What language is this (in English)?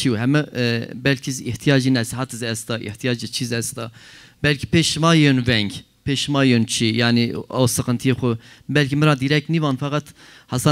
Zaza